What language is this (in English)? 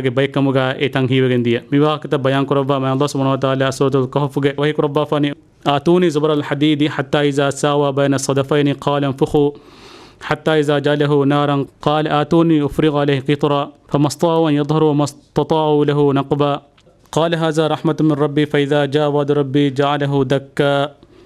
Divehi